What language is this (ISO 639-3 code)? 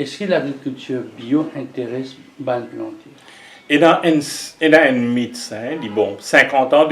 mfe